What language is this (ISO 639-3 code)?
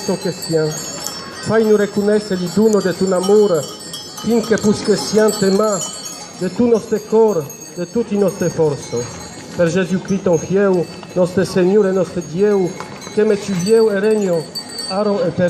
oci